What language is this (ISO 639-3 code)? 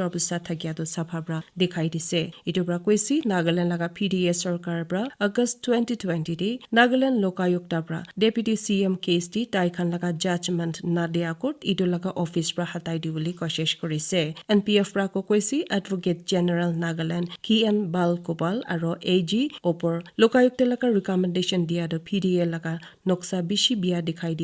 nag